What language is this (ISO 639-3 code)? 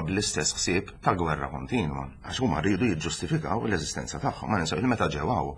mlt